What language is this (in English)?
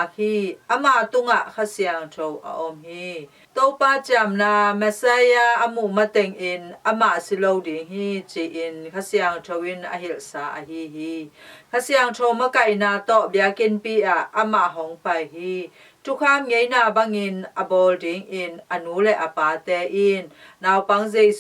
Tedim Chin